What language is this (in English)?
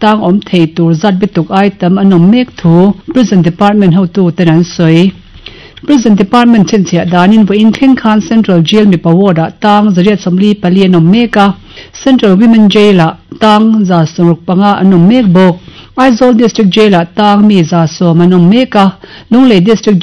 Mizo